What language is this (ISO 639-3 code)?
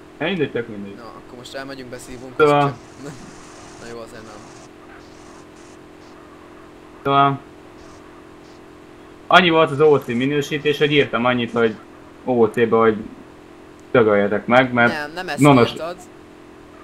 hun